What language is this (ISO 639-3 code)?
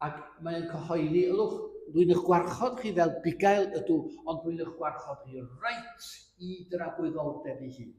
cym